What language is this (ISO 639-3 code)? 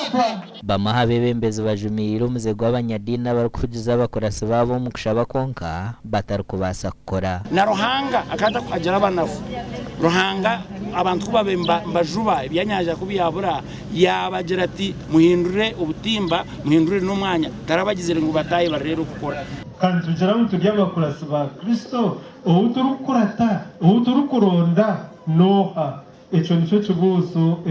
nyn